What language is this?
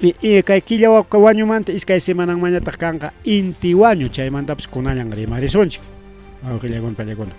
Ayacucho Quechua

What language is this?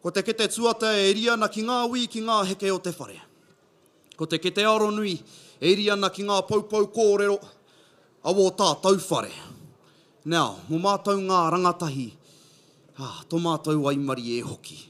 Māori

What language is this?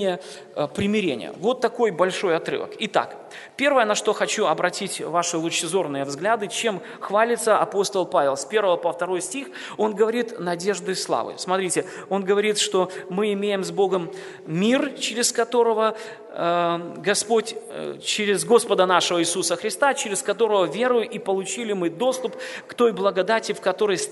Russian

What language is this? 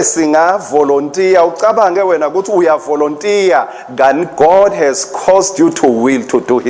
Swati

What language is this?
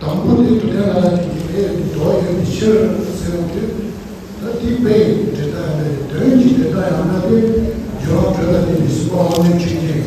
Tibetan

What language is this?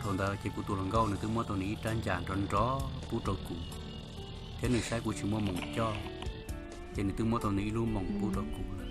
Hmong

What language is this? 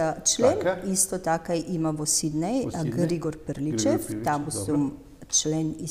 Macedonian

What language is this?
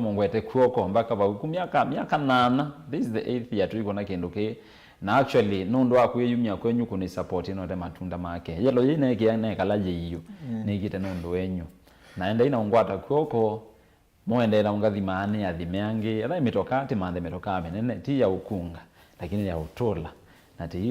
Kamba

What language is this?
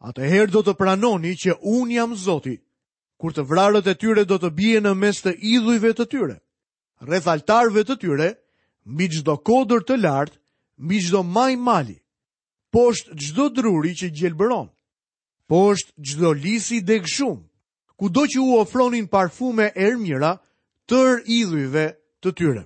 Albanian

